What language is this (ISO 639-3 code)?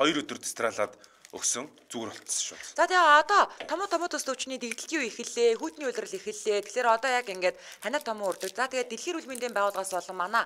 mon